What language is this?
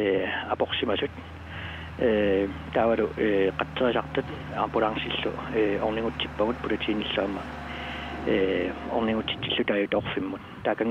Kalaallisut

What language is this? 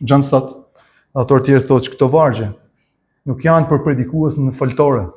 Albanian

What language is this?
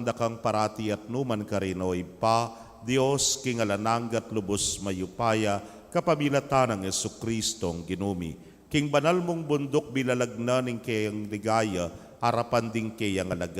Pampanga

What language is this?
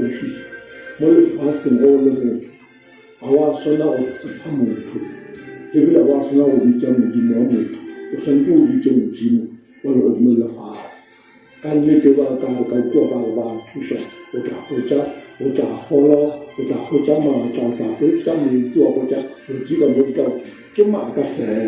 Northern Sotho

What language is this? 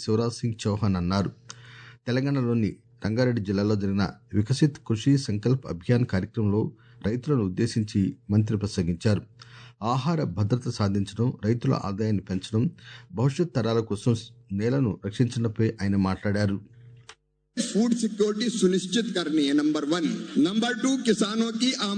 Telugu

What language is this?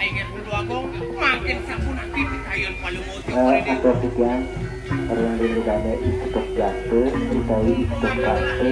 Balinese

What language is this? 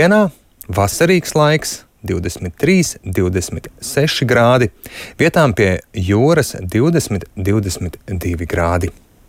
Latvian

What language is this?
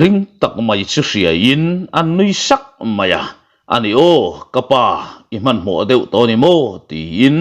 Mizo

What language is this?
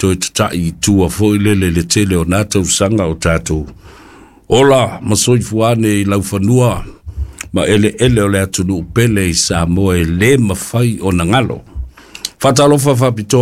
Samoan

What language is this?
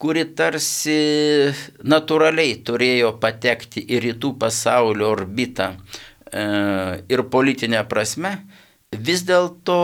Lithuanian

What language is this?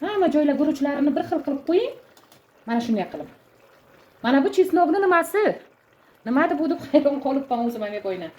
Uzbek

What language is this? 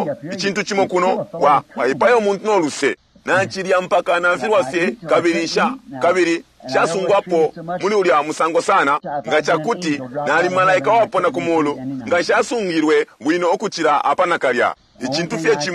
Bemba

